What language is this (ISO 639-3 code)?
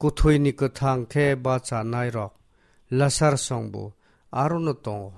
trp